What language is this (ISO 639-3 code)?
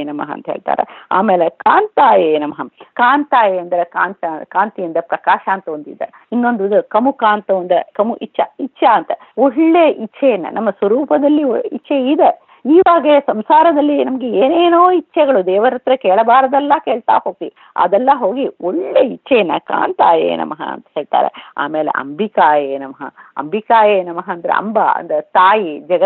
kan